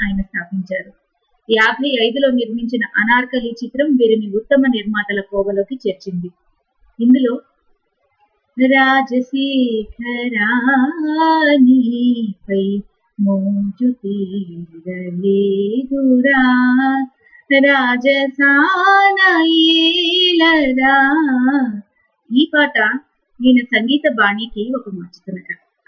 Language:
Telugu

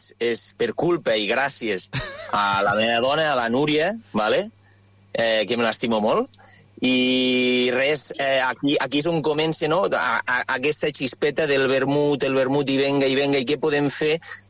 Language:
Catalan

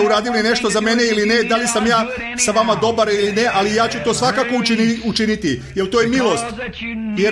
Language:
Serbian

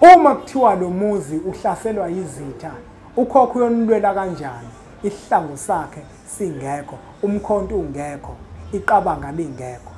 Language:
Zulu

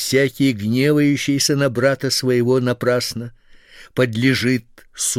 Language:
Russian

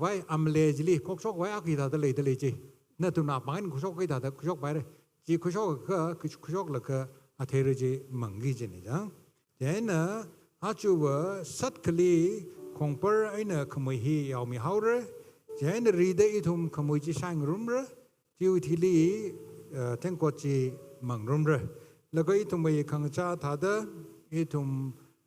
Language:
Tangkhul Naga (India)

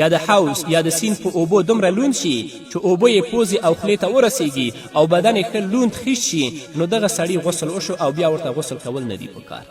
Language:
Pashto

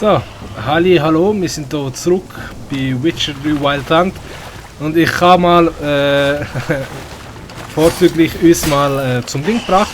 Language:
Swiss German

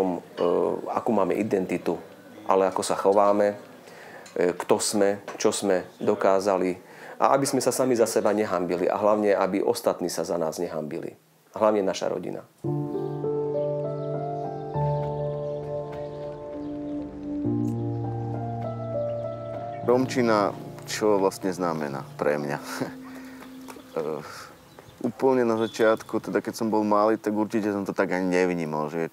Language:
Slovak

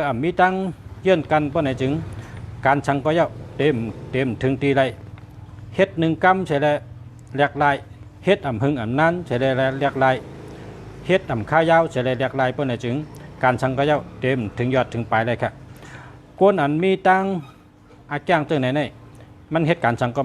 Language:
Shan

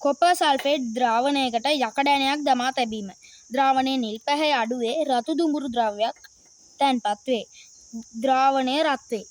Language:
Sinhala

